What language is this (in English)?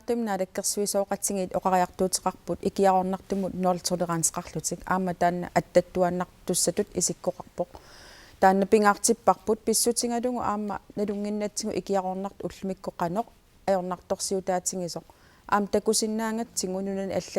Kalaallisut